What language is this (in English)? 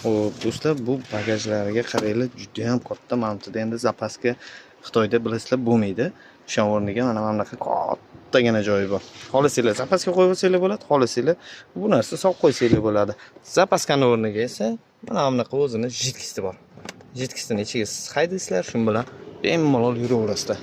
Uzbek